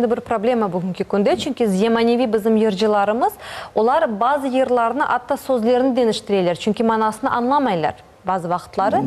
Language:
Crimean Tatar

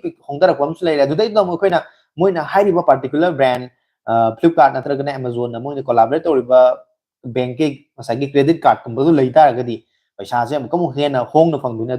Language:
Manipuri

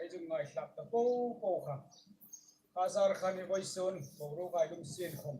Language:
Hmar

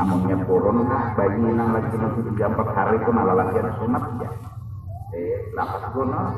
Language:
Banjar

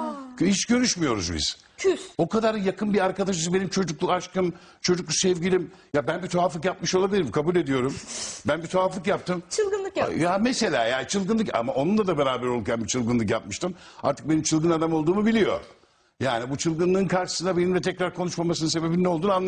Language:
Turkish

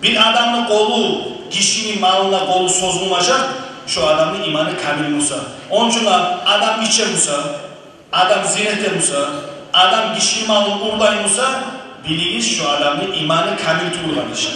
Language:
Kumyk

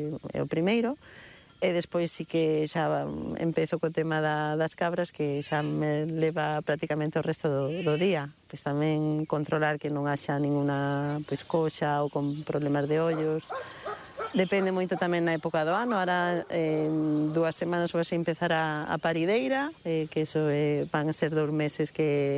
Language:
Galician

